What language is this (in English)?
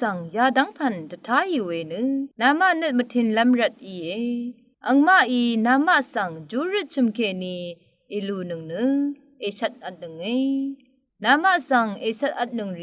Rawang